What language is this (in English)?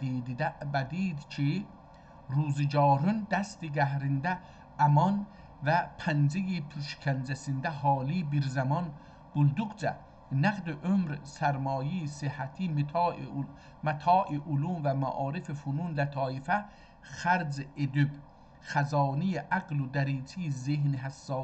South Azerbaijani